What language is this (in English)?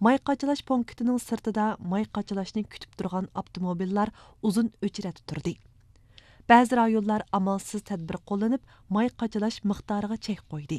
Uyghur